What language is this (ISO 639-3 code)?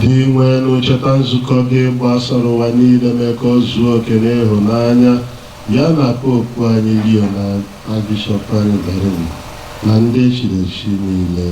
ibo